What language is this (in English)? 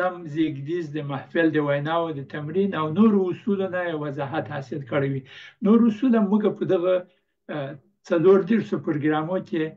Pashto